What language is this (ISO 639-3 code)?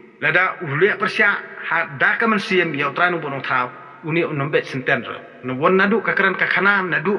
kha